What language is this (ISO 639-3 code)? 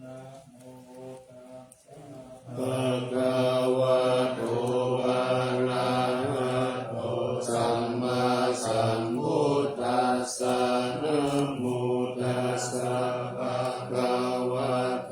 pli